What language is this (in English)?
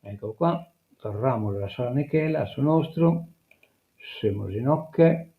Sardinian